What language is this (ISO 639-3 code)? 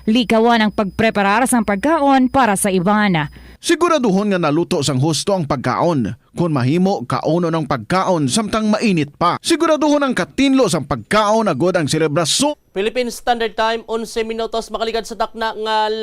hil